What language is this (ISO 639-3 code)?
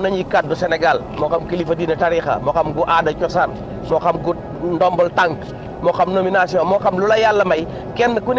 wol